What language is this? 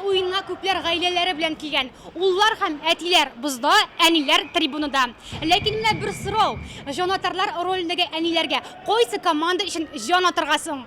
Tatar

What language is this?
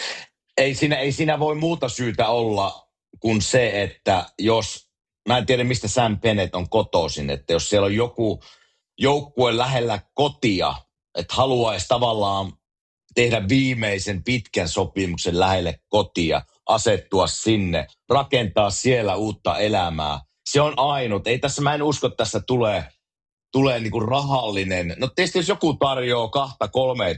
Finnish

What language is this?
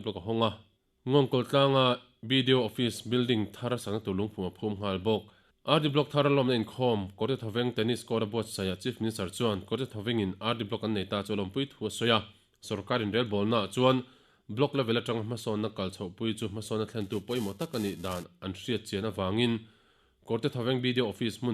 Mizo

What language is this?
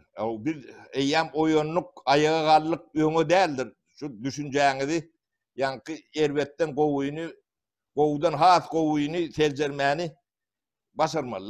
Turkmen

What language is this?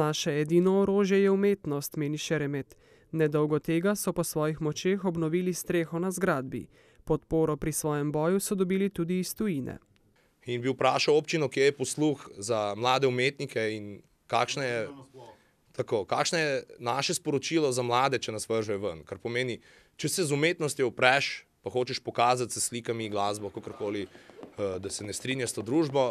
Slovenian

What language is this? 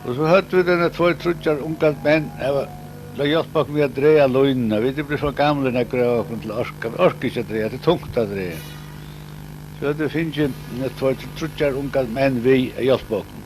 Faroese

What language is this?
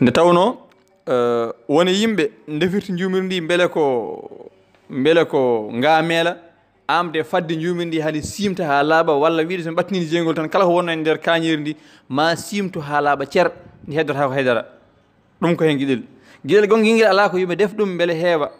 Fula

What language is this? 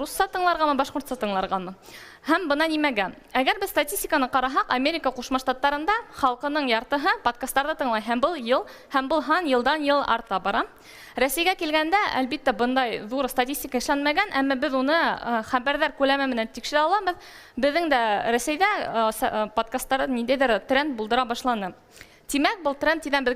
Bashkir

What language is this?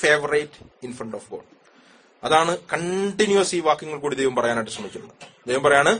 Malayalam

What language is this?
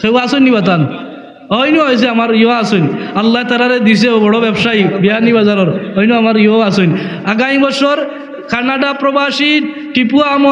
Sylheti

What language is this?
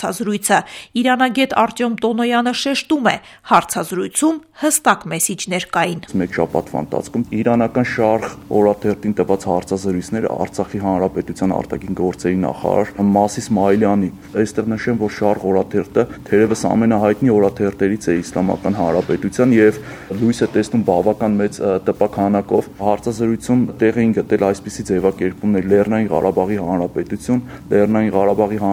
Armenian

